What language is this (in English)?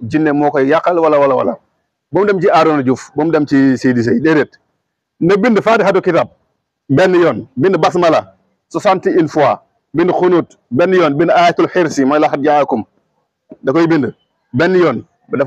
Wolof